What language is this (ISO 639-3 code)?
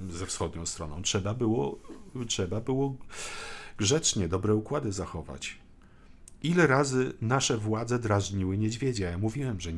pol